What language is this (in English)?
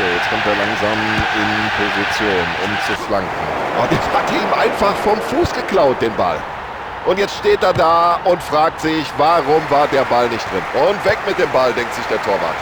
Bavarian